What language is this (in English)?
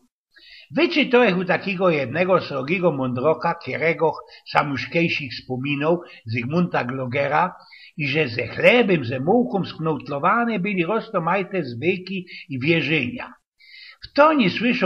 Silesian